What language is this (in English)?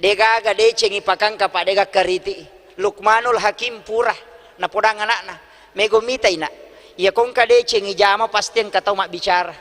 Buginese